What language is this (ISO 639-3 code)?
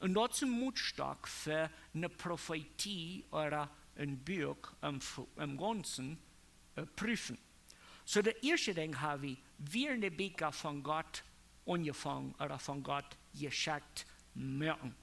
pdt